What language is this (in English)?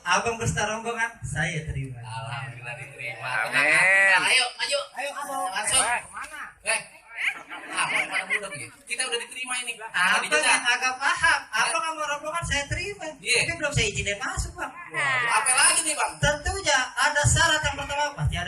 Betawi